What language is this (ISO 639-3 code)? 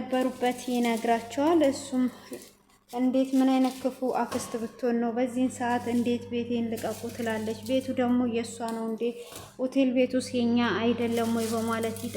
amh